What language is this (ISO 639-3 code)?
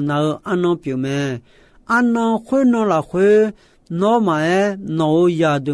ahk